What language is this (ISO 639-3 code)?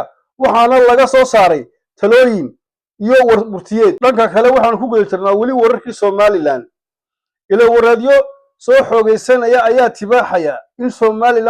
som